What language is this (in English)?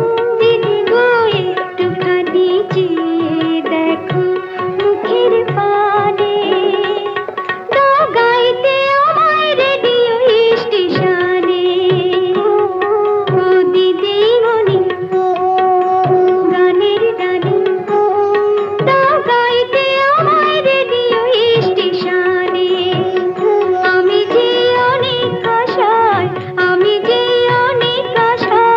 Bangla